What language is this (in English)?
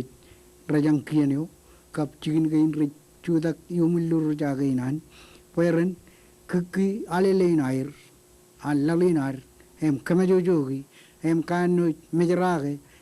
Marshallese